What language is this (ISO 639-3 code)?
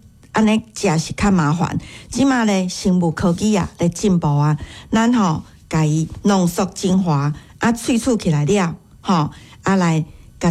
nan